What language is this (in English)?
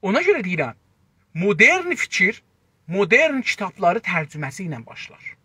South Azerbaijani